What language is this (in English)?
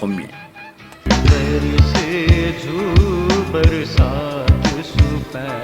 Newari